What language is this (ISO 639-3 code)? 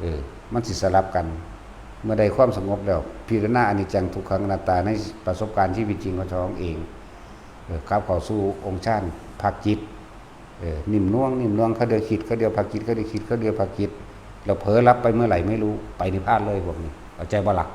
tts